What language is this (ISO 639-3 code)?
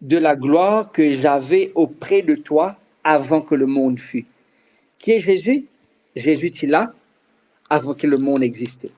mfe